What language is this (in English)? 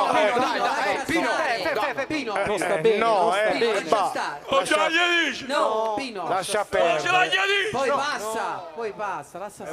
Neapolitan